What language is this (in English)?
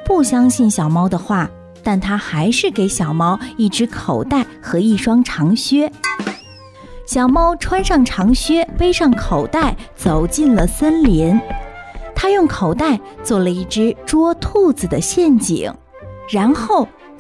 Chinese